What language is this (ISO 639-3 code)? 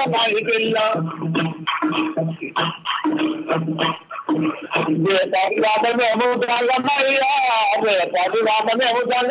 tel